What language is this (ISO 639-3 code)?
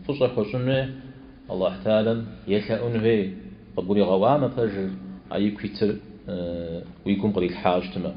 kbd